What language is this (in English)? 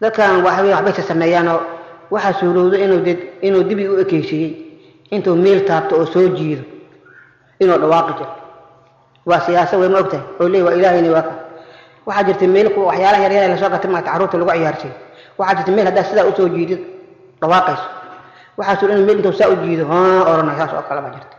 Somali